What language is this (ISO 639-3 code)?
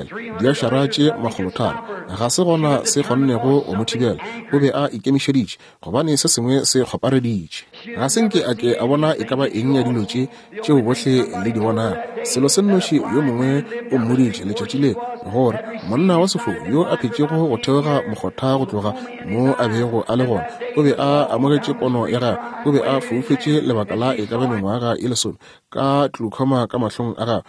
nso